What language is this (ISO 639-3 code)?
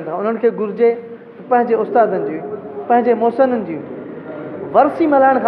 snd